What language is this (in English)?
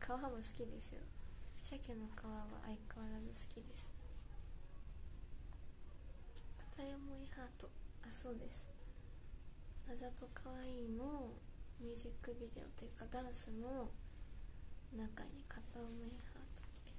Japanese